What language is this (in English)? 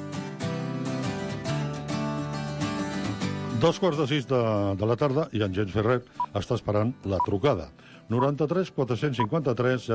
Catalan